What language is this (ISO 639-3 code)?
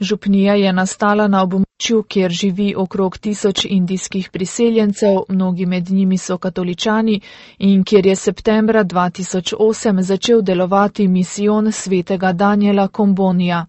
slv